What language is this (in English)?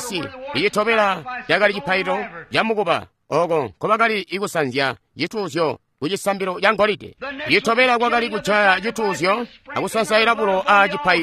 Tonga (Zambia)